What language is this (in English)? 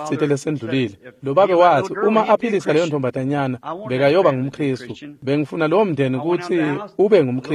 Swati